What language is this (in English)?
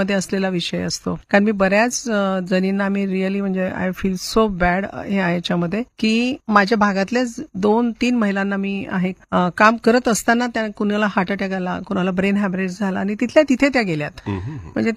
Marathi